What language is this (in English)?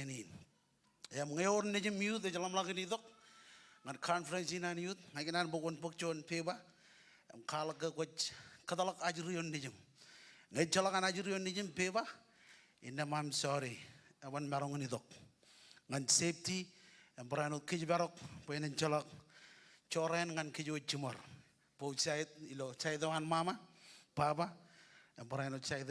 Marshallese